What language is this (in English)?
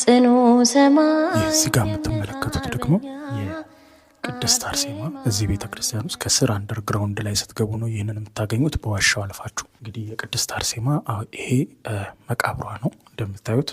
Amharic